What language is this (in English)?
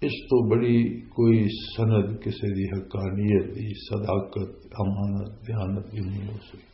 Western Panjabi